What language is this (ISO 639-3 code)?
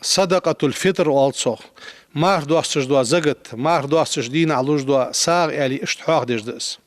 inh